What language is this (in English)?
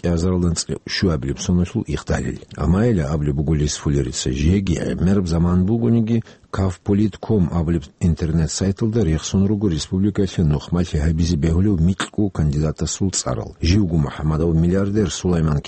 Avaric